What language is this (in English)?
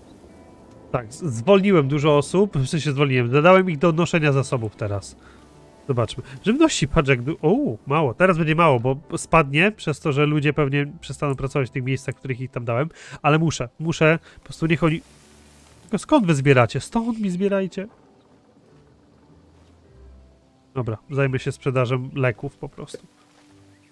Polish